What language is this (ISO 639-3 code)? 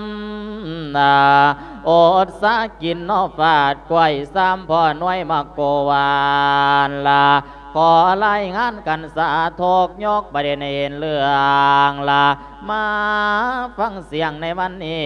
lao